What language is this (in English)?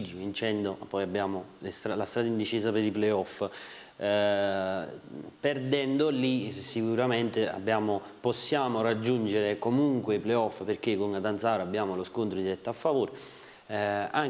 Italian